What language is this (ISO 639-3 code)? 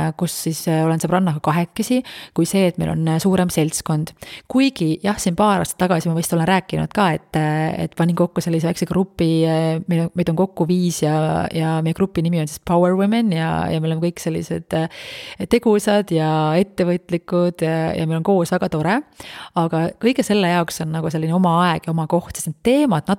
est